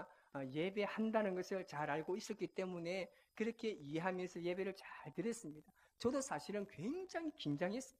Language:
Korean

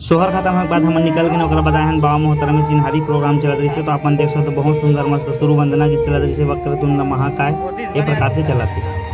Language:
Chhattisgarhi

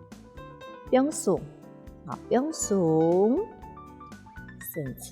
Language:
Hakka Chinese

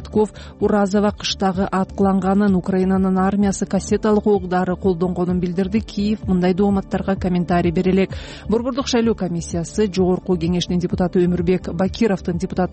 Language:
Kyrgyz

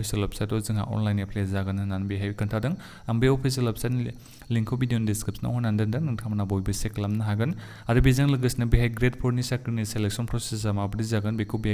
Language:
Bodo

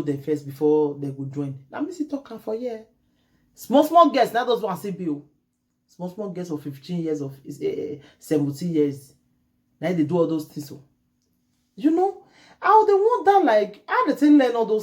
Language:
Nigerian Pidgin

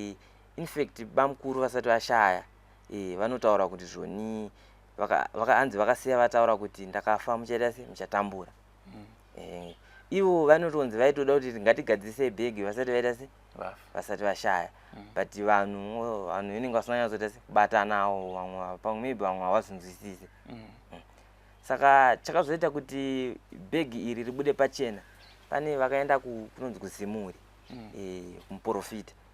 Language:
Shona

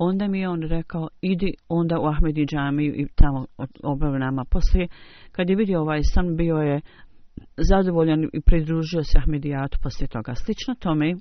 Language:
Bosnian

